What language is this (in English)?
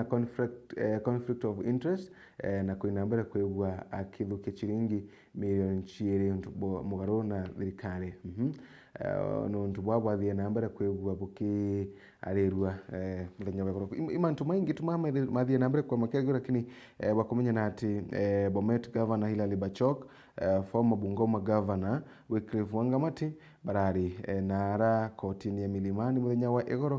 Meru